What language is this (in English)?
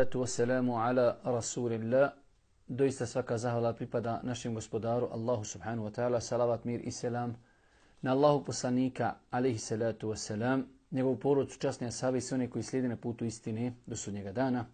Bosnian